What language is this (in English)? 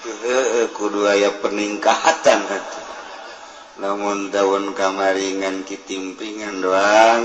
Sundanese